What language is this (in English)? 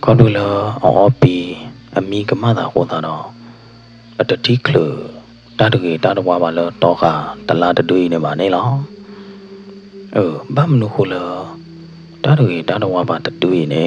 S'gaw Karen